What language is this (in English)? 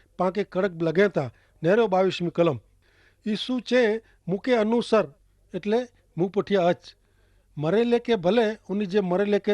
Kachhi